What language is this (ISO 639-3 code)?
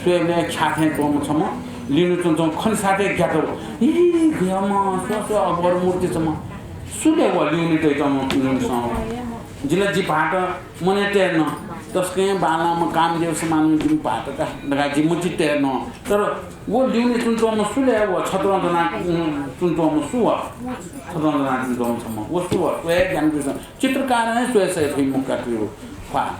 new